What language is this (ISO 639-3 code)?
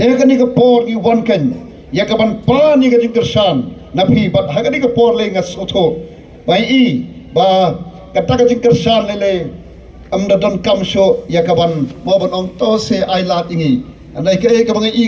kha